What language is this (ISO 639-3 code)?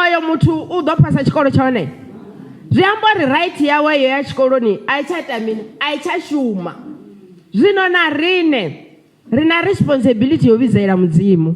ven